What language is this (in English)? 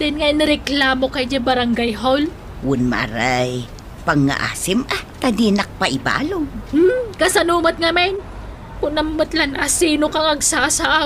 Iloko